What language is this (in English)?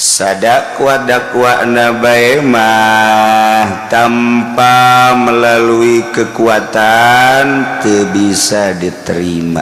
Sundanese